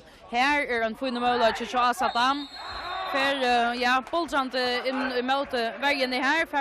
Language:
Faroese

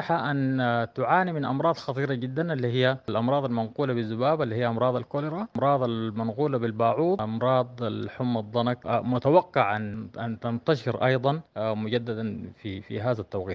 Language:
Sudanese Arabic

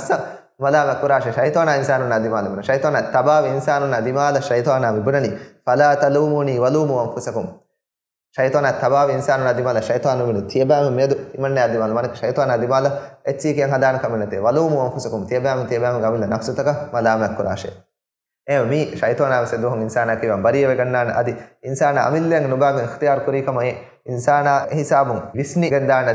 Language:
Divehi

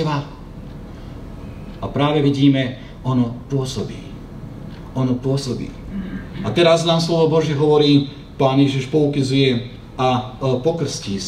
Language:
Slovak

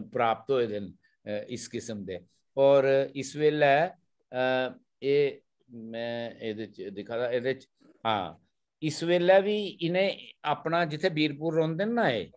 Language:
Dogri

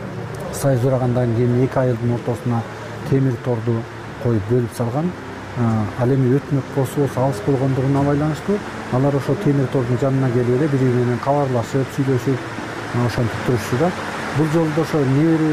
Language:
Kyrgyz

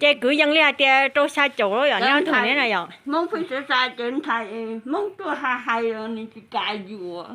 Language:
Hmong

